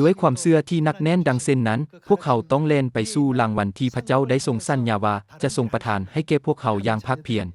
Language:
Lao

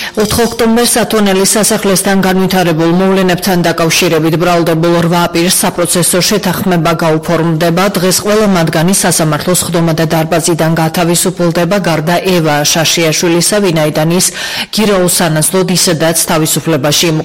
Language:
Georgian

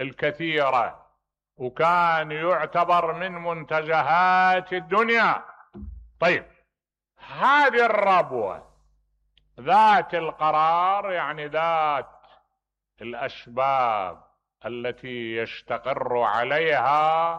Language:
Mesopotamian Arabic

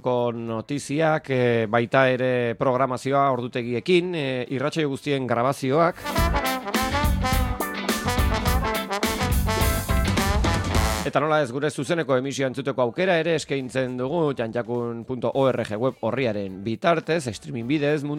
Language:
Basque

